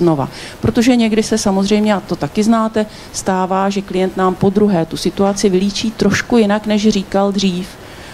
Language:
Czech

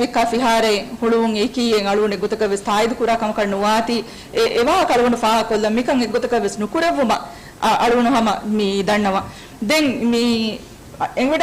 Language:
Divehi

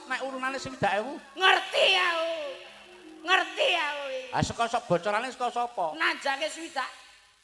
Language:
Javanese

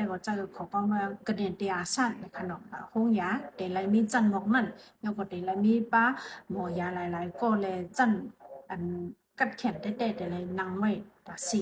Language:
Shan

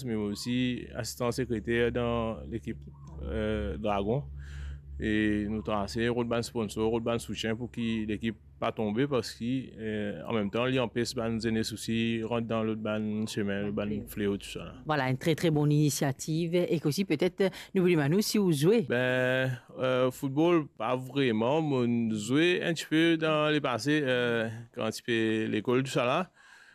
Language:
Morisyen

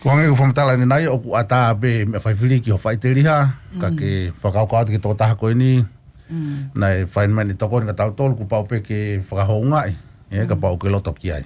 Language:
Tongan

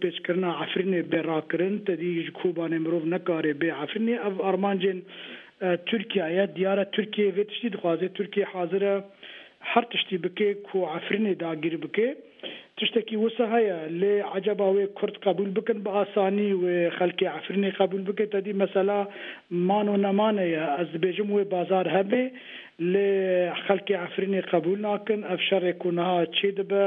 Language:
Kurdish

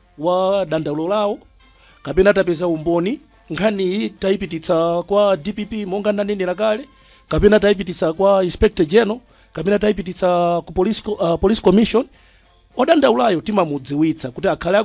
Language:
Nyanja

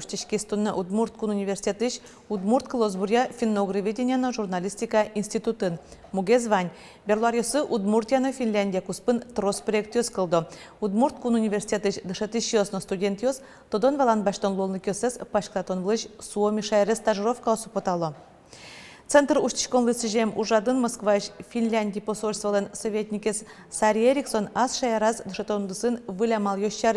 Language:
Udmurt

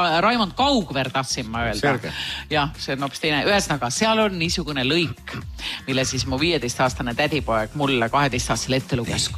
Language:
Estonian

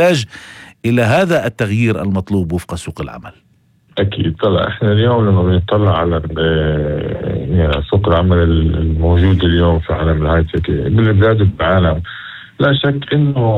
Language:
North Levantine Arabic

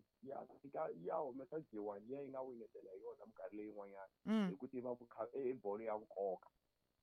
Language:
Tsonga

